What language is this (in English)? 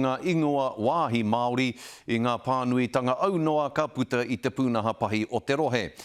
Māori